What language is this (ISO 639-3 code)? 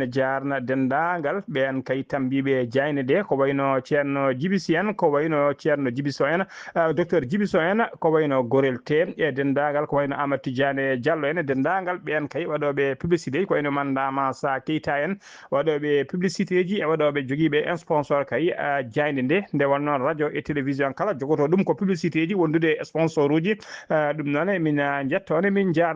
ful